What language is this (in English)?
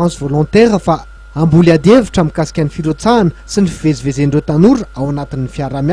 Malagasy